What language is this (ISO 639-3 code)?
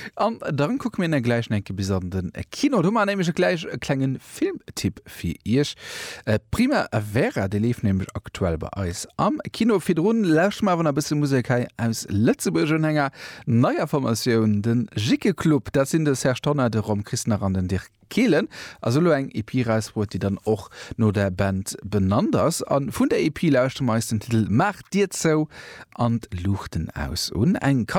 ltz